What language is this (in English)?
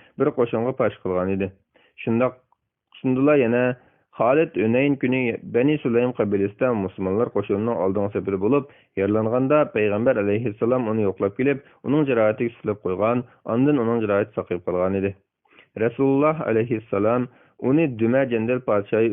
Uyghur